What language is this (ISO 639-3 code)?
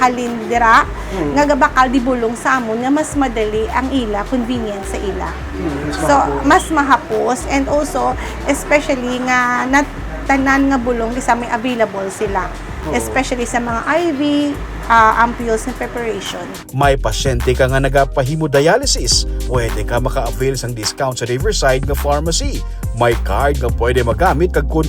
hil